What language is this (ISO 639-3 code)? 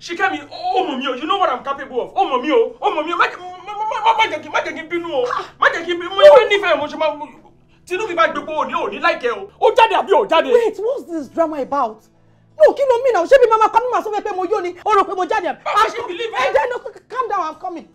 yor